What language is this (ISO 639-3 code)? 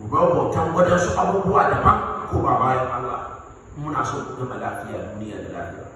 hau